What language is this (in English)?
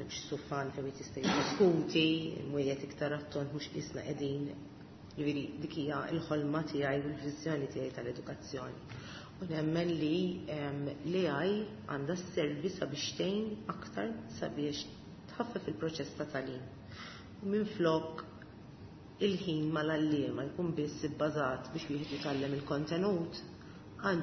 Maltese